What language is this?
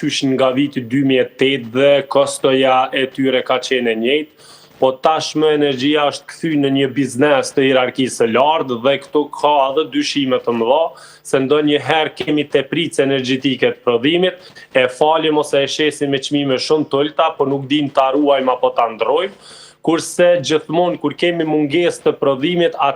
Albanian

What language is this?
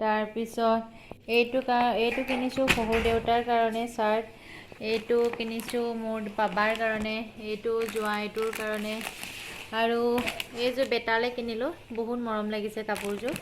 Assamese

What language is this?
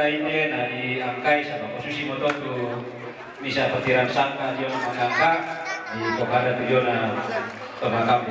Toraja-Sa'dan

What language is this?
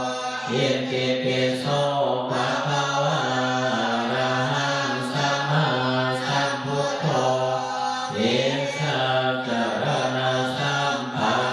Pali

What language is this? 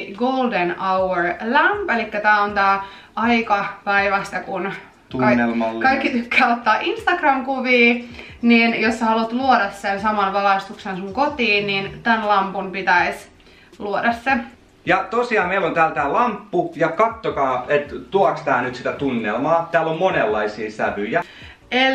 Finnish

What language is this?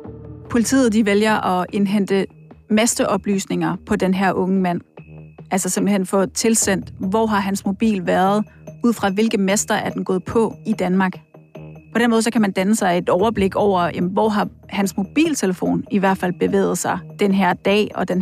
Danish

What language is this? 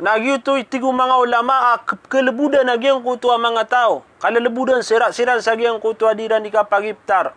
Maranao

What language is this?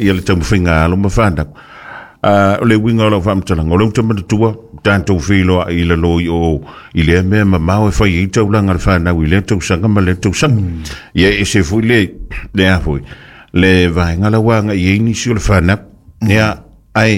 Samoan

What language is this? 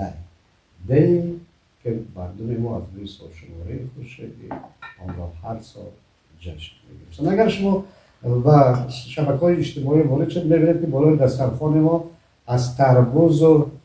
Tajik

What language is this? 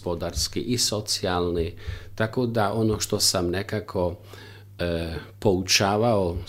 Croatian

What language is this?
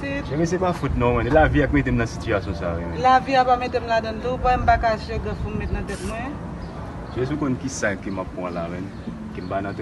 Haitian Creole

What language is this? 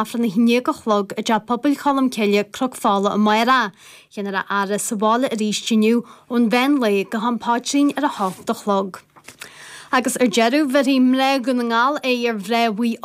Irish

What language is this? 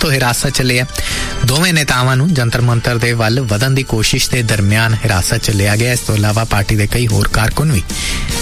Punjabi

